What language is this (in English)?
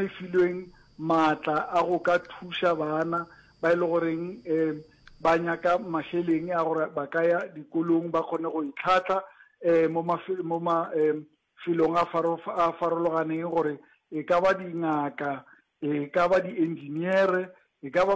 Northern Sotho